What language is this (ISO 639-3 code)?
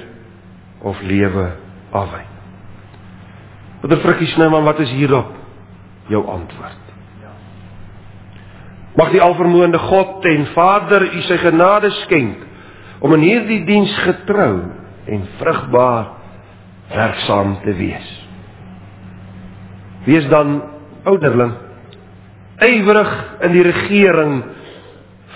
afr